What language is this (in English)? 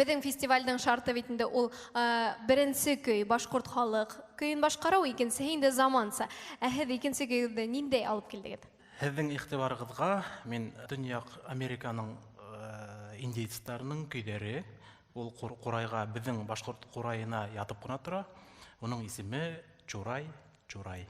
Bashkir